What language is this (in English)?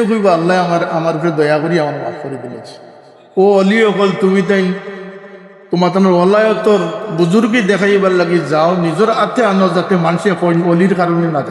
Sylheti